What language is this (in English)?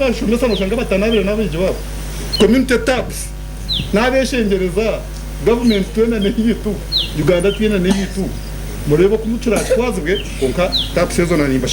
Nyankole